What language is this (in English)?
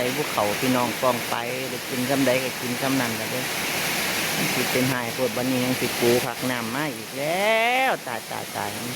Lao